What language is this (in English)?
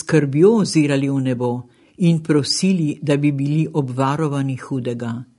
Slovenian